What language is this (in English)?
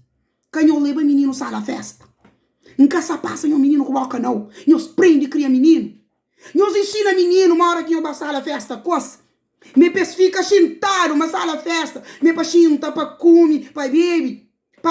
Kabuverdianu